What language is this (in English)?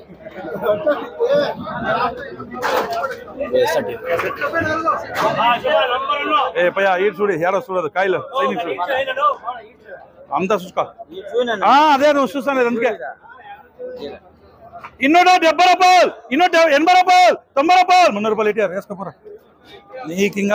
Telugu